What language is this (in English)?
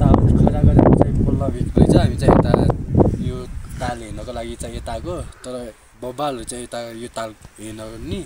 Nepali